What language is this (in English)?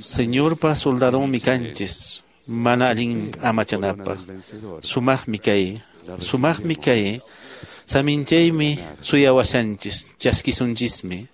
Quechua